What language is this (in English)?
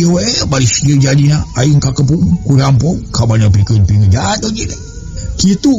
Sundanese